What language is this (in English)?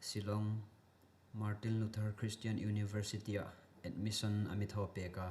Hmar